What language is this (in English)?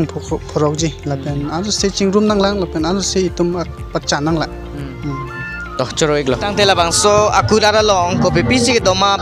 Karbi